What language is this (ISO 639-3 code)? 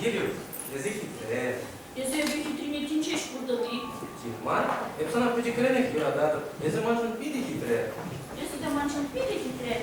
chv